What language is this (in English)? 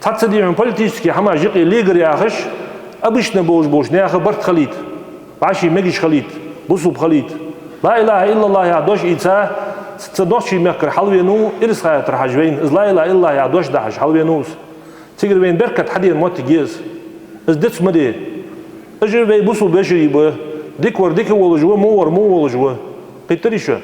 Ingush